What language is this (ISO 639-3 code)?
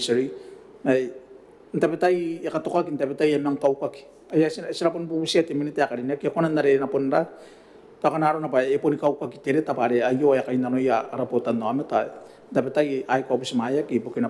gil